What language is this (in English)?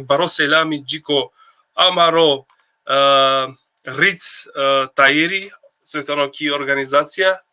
Balkan Romani